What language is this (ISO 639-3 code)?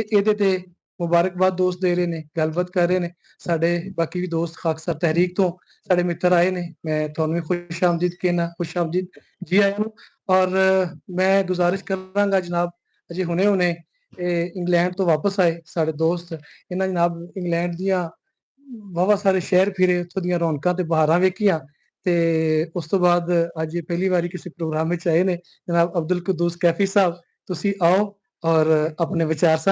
lah